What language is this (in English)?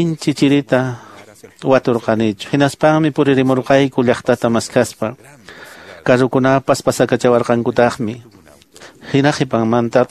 Quechua